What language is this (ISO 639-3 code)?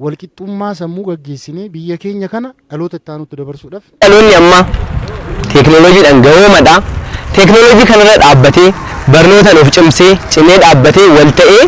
orm